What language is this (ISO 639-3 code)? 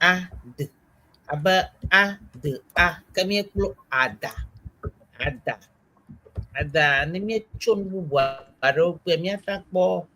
ewe